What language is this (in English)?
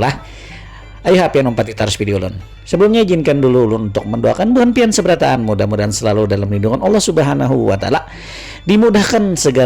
Banjar